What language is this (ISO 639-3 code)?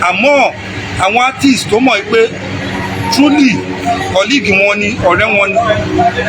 yor